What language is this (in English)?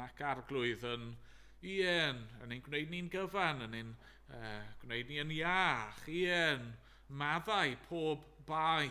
Welsh